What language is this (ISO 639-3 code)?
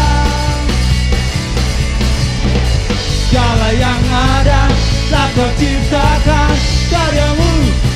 ind